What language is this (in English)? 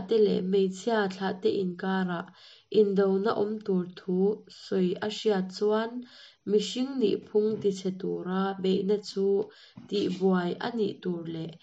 Mizo